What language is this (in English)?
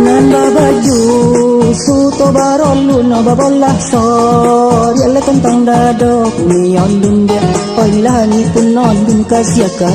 Minangkabau